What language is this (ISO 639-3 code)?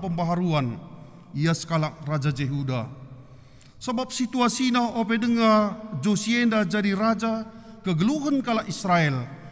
btx